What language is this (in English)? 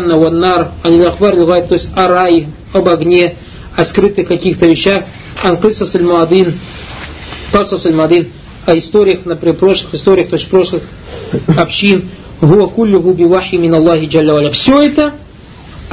Russian